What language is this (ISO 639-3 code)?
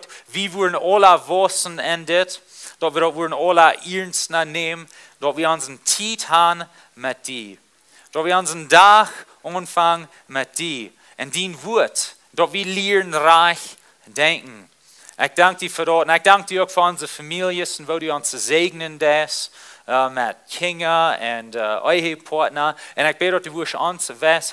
pdt